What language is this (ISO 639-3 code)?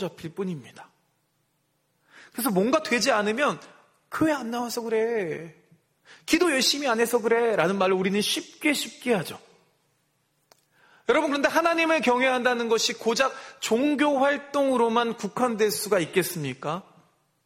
kor